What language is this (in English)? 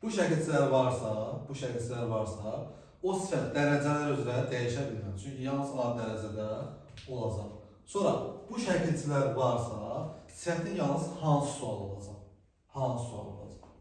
Azerbaijani